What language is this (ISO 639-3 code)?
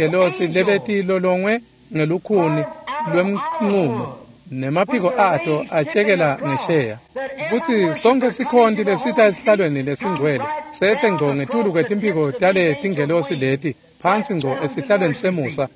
ssw